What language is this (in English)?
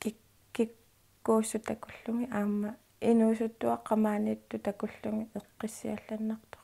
Kalaallisut